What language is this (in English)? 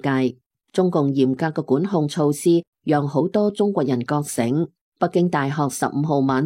Cantonese